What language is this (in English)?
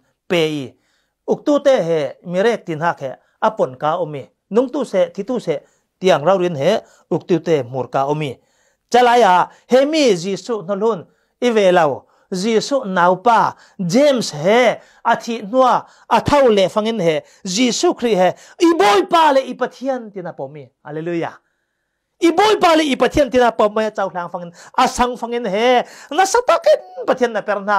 Falam Chin